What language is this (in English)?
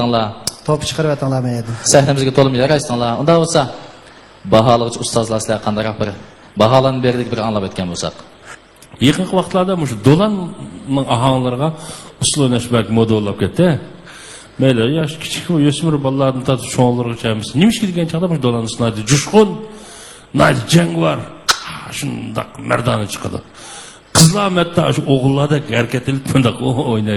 Uyghur